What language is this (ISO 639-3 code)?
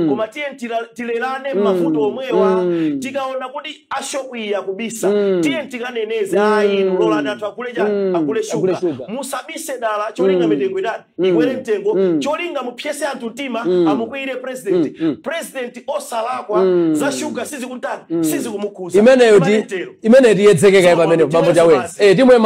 nya